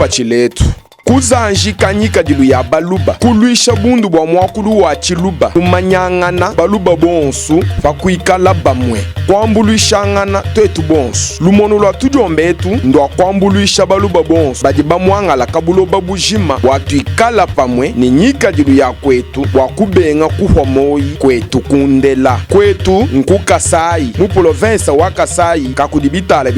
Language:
Luba-Lulua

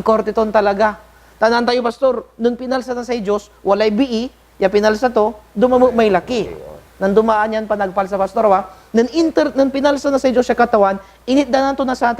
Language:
Pangasinan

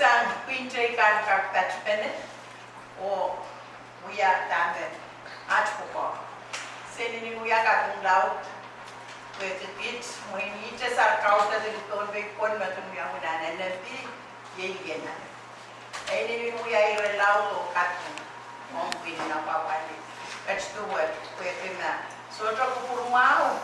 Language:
Pohnpeian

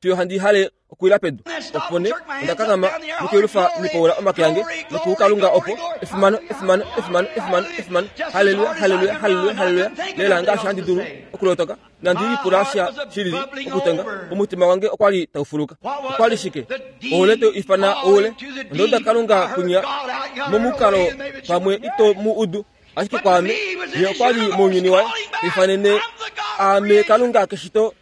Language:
Kuanyama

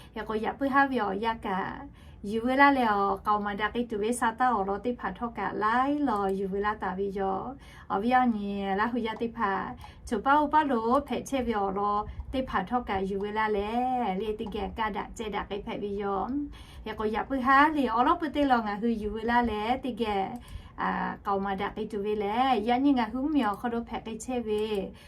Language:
Lahu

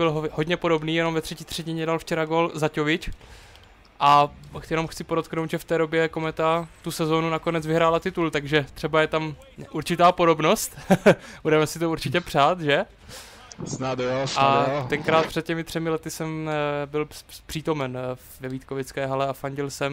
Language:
Czech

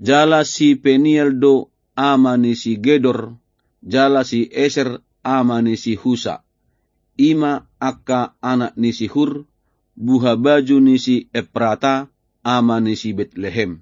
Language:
Batak Toba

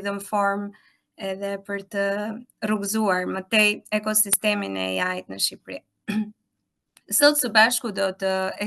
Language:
Albanian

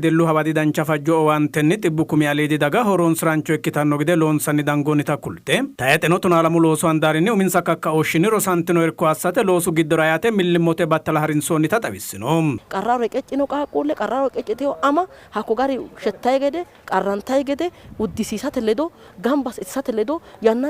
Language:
Sidamo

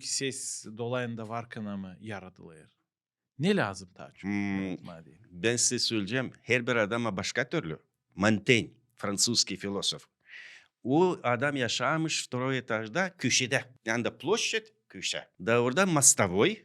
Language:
Gagauz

